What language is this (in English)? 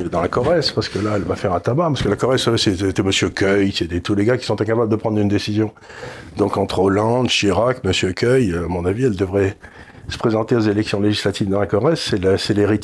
French